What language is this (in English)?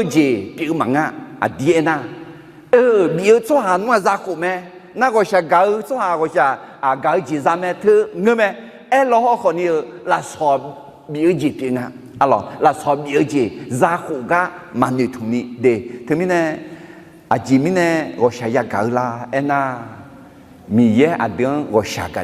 Akha